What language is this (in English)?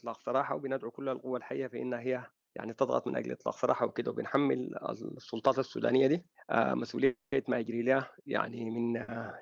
Sudanese Arabic